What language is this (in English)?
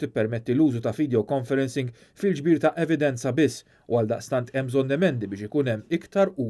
Maltese